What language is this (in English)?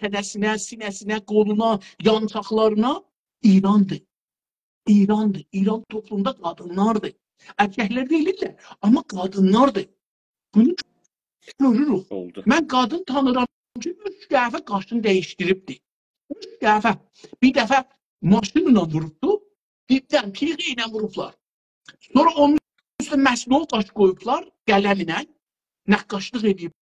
South Azerbaijani